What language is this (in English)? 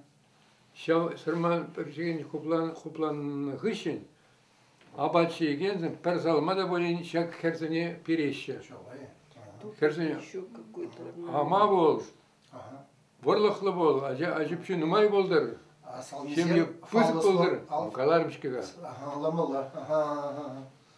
Chuvash